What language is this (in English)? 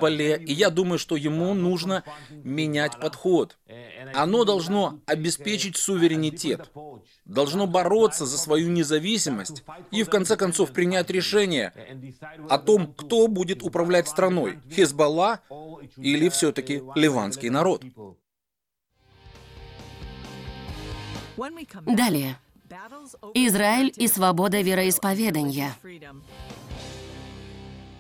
Russian